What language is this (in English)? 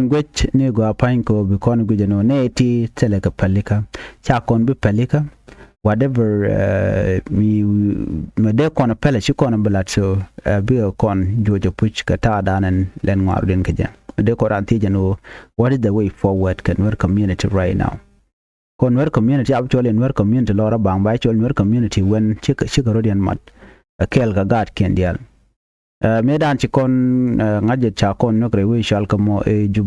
Nuer